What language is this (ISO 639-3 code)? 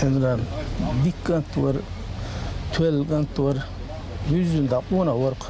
che